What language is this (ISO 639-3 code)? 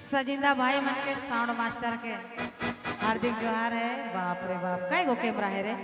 sck